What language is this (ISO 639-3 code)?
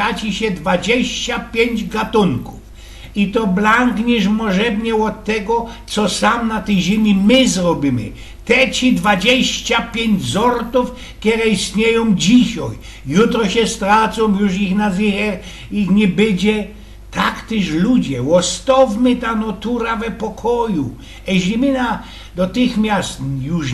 szl